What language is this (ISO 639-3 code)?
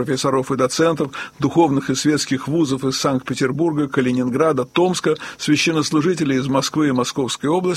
rus